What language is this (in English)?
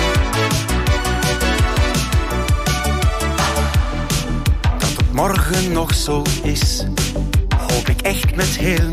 Dutch